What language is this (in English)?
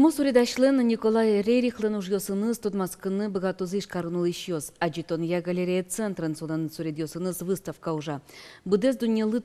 Udmurt